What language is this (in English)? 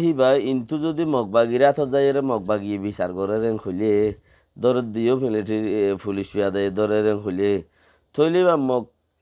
Rohingya